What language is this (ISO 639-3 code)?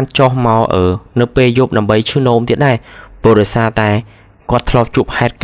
khm